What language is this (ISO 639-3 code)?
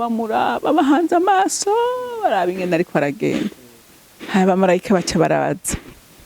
run